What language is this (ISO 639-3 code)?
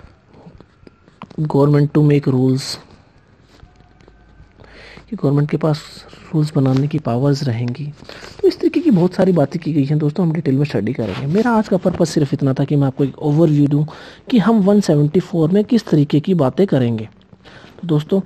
hin